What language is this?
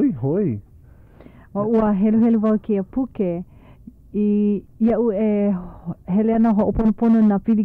Hawaiian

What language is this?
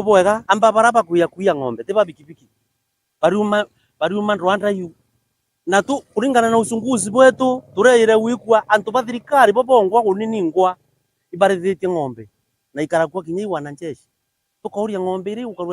Meru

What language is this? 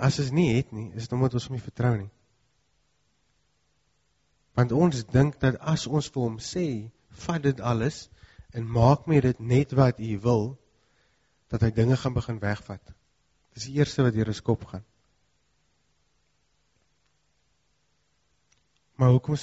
Afrikaans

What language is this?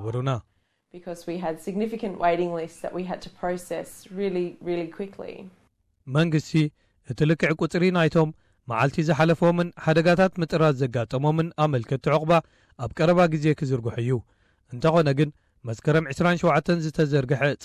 Tigrinya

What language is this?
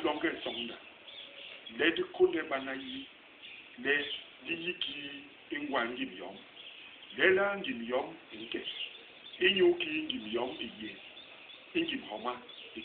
Basaa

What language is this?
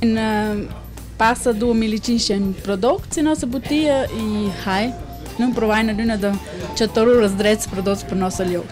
Romansh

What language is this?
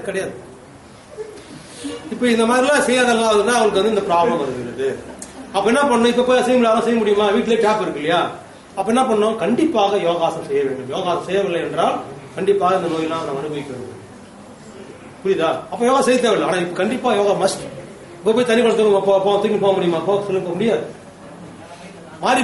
Tamil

